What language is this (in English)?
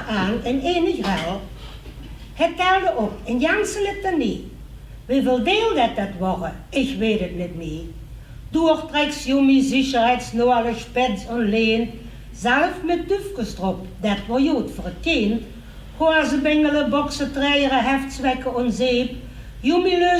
Limburgish